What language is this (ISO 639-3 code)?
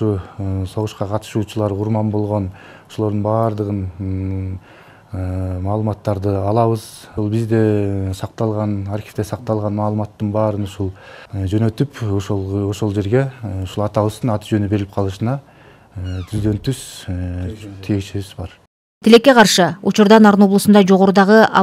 kir